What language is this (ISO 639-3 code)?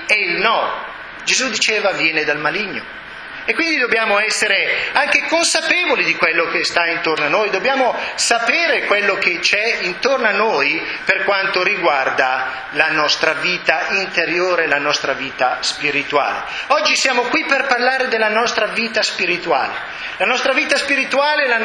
ita